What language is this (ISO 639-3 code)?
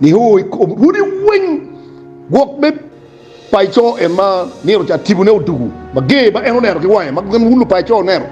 ach